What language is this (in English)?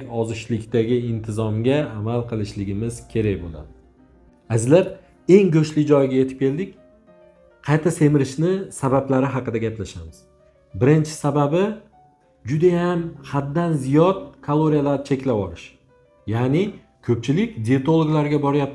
Uzbek